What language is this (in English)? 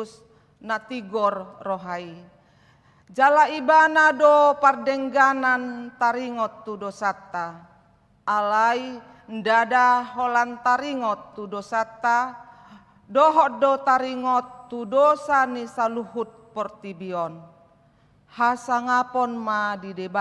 Batak Toba